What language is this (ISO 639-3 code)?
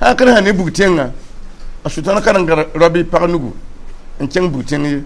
mos